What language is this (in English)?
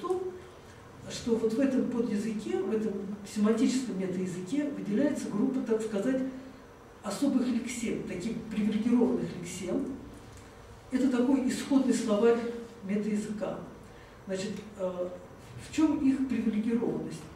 Russian